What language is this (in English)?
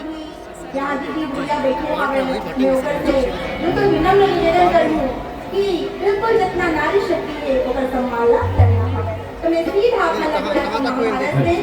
Chhattisgarhi